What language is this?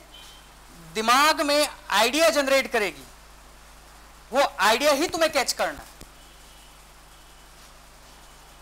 Hindi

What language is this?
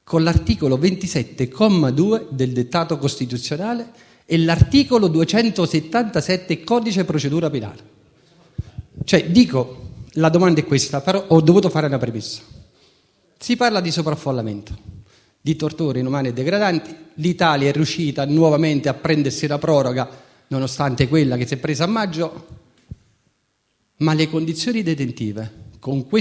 Italian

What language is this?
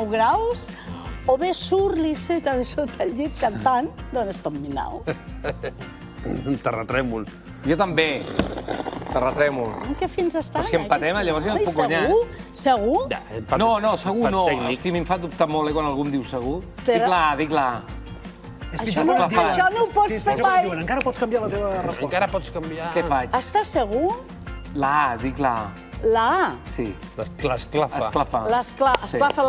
Catalan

